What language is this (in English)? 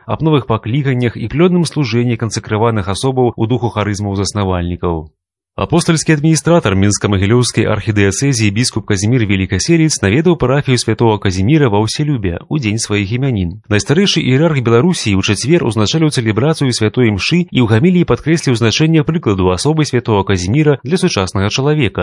Belarusian